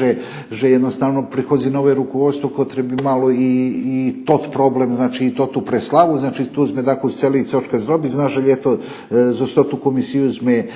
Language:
Rusyn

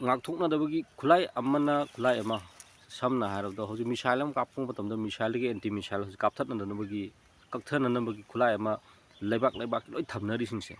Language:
Manipuri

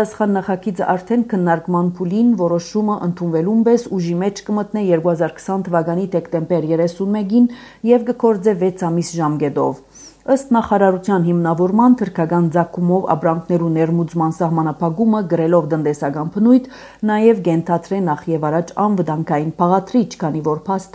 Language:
Armenian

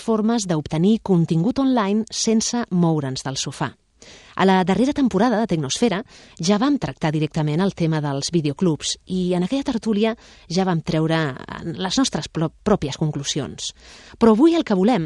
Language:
Catalan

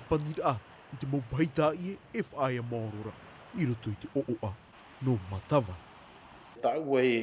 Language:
Tahitian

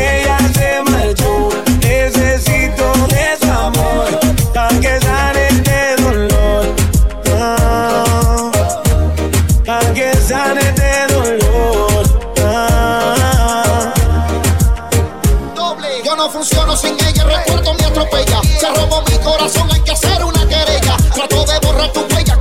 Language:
Spanish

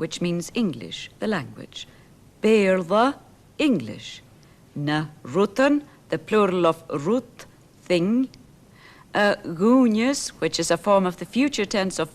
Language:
Scottish Gaelic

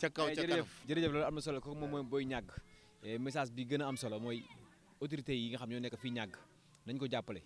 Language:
Wolof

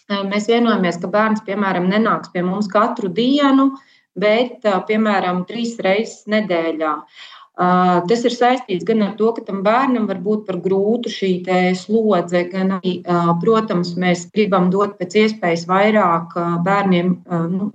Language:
Latvian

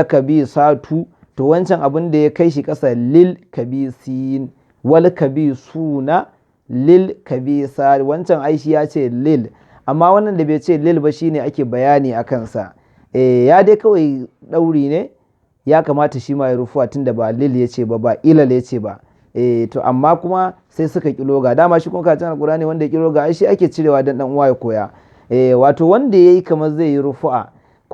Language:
Hausa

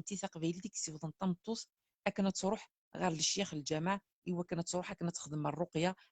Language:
Kabyle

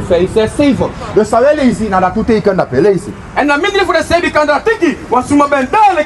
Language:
Sranan Tongo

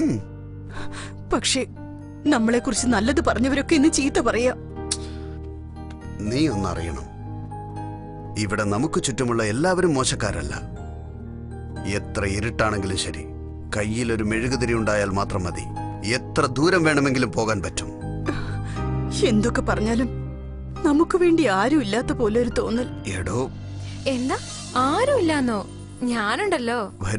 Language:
Malayalam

